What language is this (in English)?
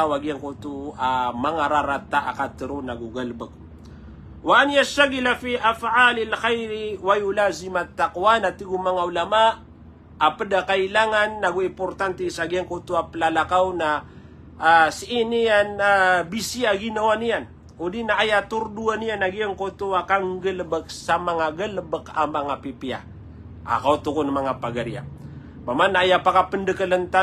Maranao